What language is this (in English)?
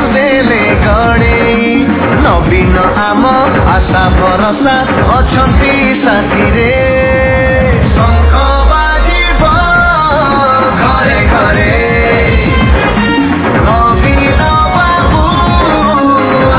Odia